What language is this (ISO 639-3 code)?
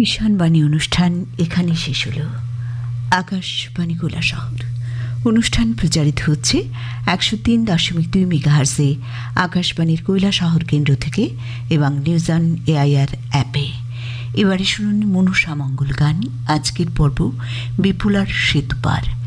ben